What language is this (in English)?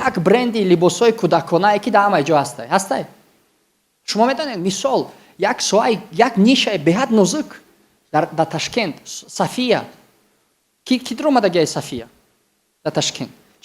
Tajik